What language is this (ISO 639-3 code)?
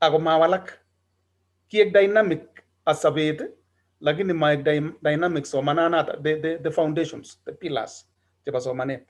kln